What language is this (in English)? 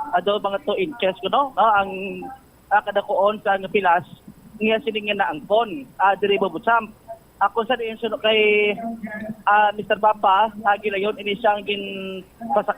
Hiligaynon